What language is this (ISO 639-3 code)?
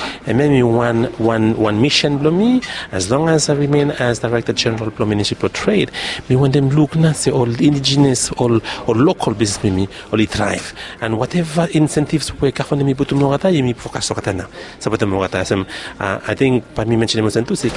bis